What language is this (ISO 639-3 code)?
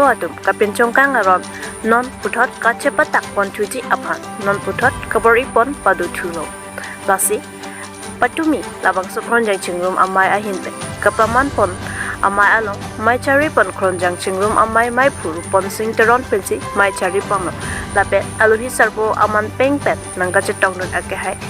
mjw